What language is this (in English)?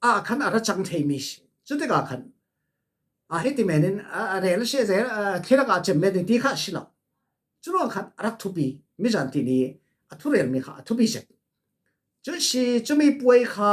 Falam Chin